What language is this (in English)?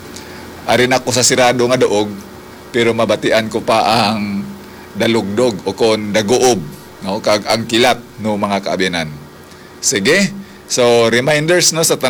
Hiligaynon